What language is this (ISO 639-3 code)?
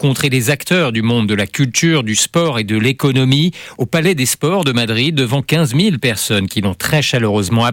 fra